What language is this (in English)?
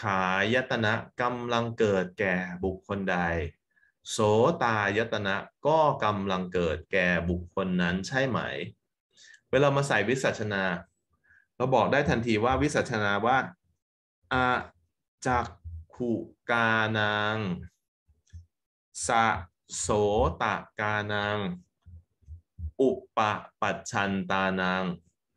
Thai